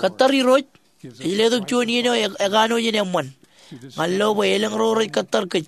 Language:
Marshallese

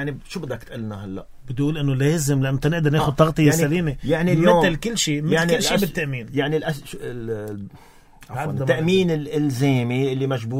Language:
North Levantine Arabic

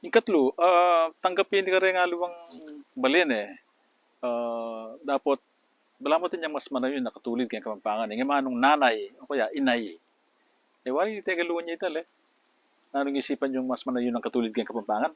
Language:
Pampanga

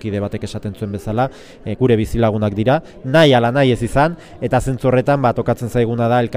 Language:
Basque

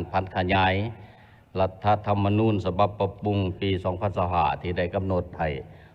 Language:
Lao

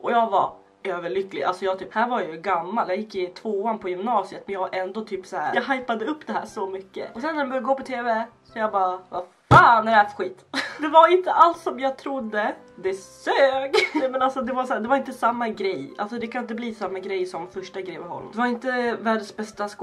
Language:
Swedish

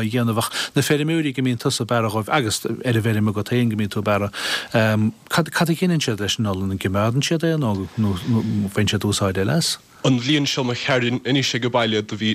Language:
Irish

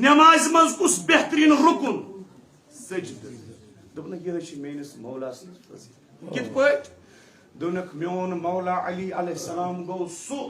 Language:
Kashmiri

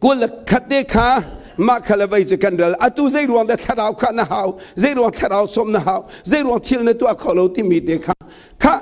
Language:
Hakha Chin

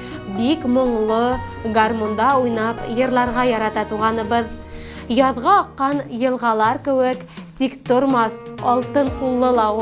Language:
Bashkir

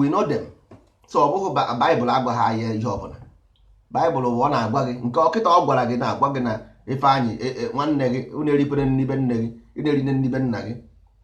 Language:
Igbo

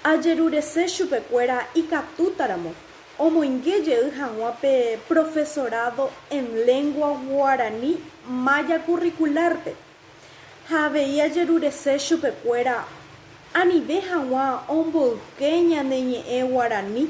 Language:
Guarani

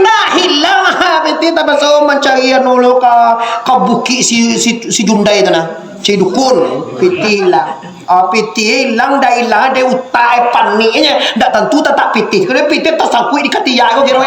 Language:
Minangkabau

